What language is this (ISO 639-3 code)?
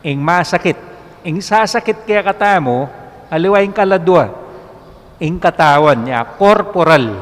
pam